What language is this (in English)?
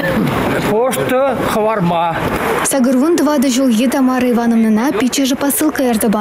Chuvash